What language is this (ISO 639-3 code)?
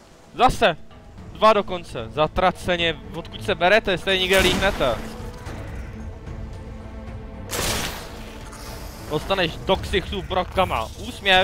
ces